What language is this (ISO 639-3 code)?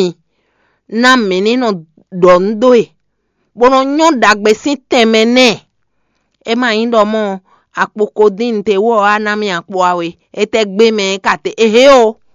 fon